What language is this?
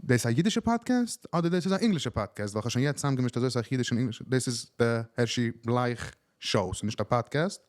Yiddish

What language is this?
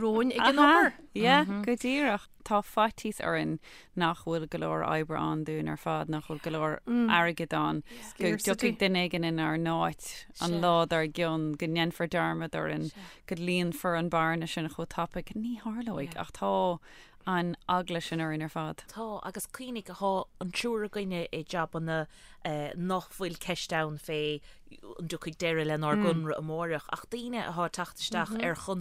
Irish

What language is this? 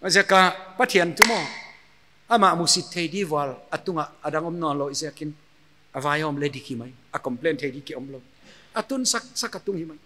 Paite Chin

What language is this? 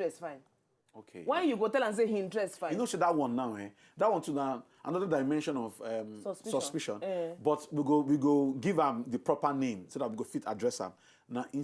Nigerian Pidgin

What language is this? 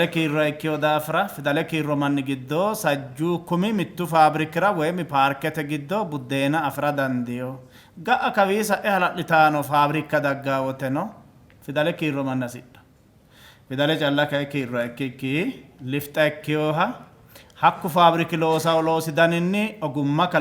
Sidamo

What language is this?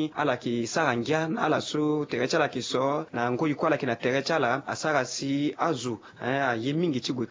Sango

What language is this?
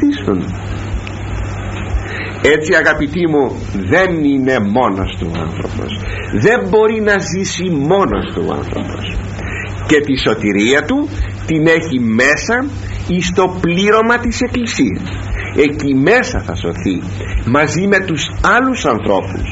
Greek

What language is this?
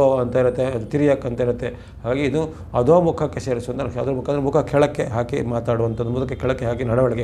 Kannada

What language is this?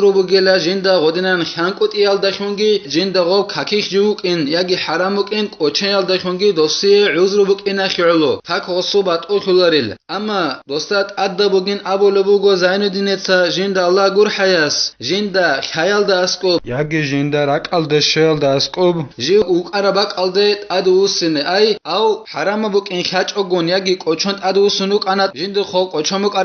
Avaric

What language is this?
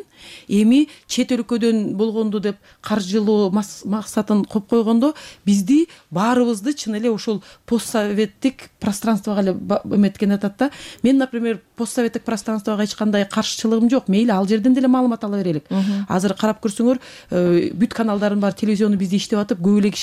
Kyrgyz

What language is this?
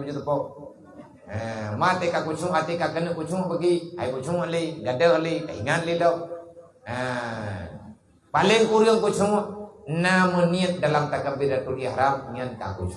Achinese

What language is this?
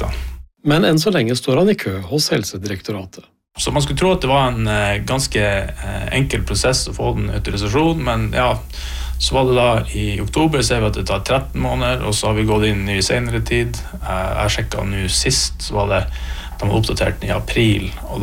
Norwegian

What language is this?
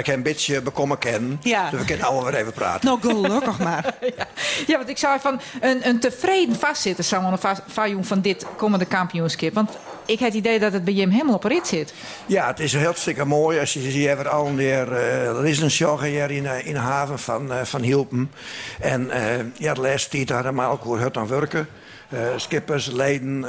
Western Frisian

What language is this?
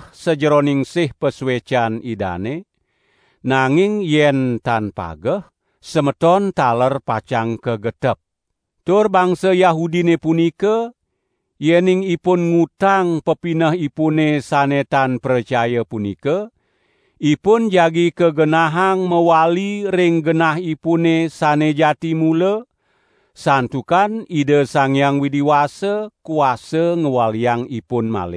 Balinese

